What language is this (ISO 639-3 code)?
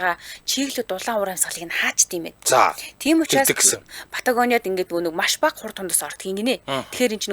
mon